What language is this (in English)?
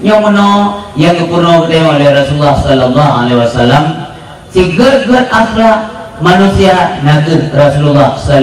Achinese